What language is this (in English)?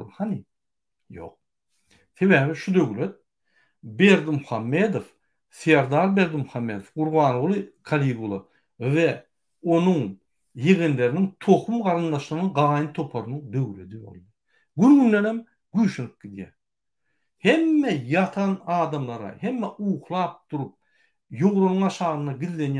Turkmen